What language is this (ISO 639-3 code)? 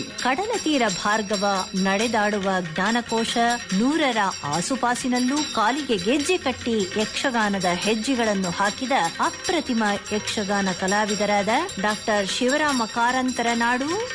kan